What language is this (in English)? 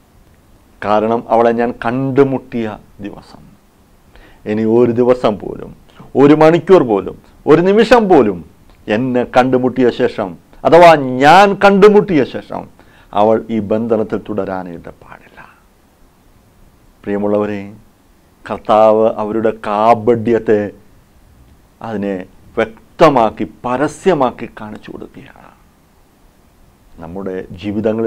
Malayalam